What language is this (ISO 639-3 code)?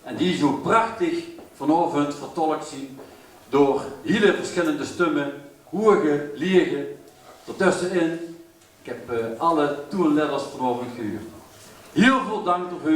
lim